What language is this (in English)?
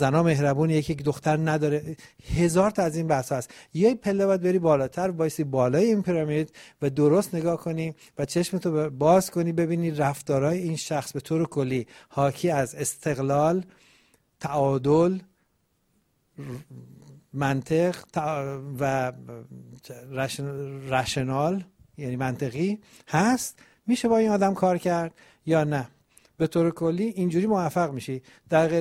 Persian